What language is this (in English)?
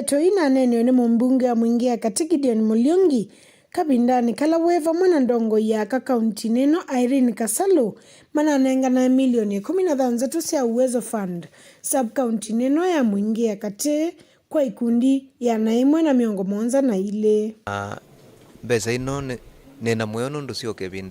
Kamba